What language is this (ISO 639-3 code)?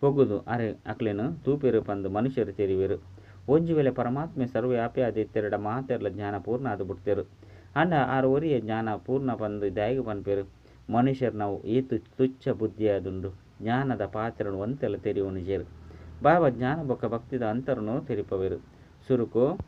tcy